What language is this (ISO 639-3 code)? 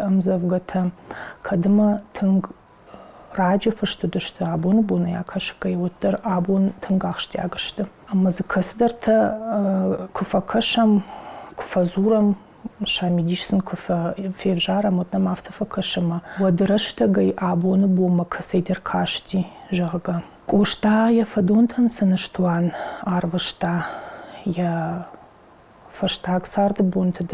oss